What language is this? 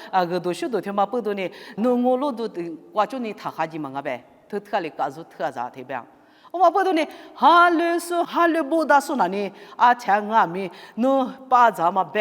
Lisu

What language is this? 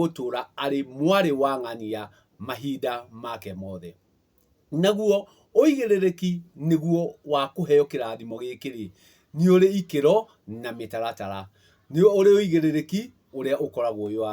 Kikuyu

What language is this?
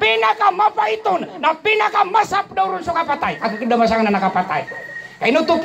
Maranao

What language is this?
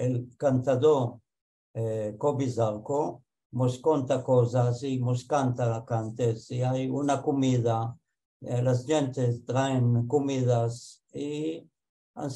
Ladino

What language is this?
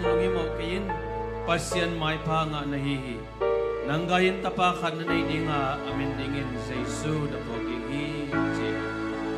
Tedim Chin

